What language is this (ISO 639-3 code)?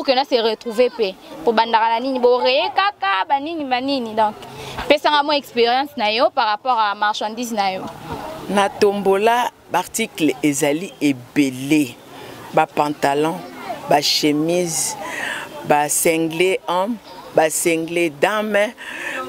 lin